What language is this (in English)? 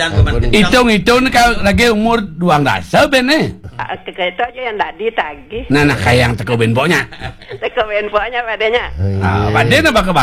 Balinese